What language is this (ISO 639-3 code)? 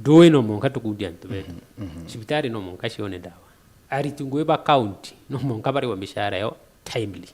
mer